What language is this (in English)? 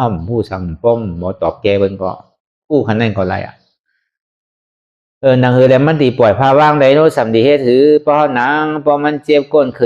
Shan